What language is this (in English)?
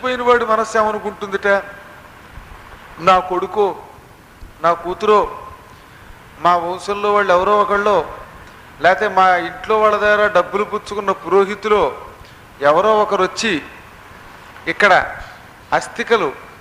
Telugu